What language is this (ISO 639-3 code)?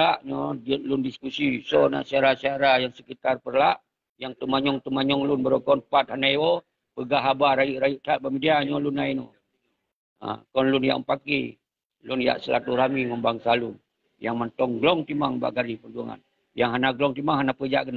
ace